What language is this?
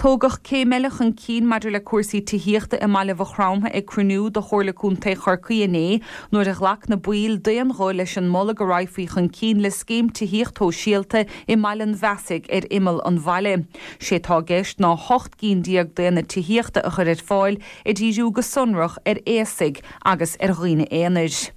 Irish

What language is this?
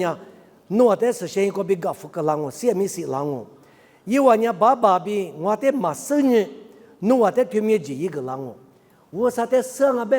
Lisu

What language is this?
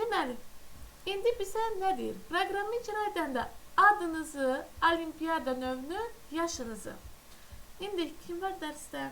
Azerbaijani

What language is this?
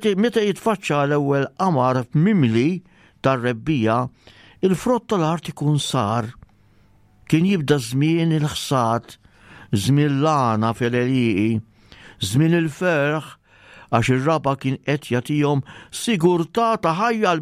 Maltese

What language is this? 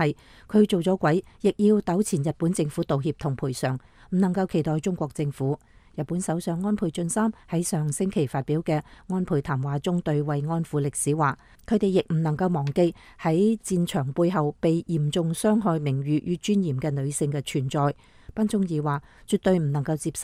Cantonese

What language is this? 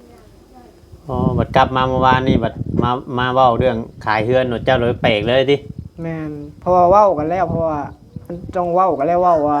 Northeastern Thai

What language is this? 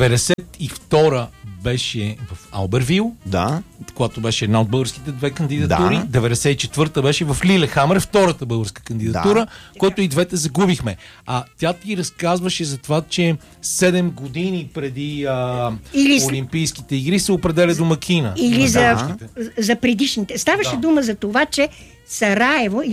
Bulgarian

